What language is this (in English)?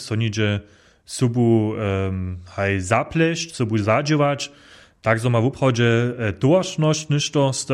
Upper Sorbian